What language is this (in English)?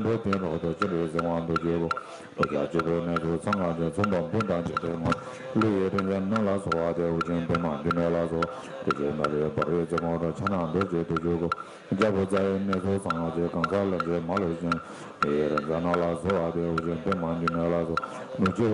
Tibetan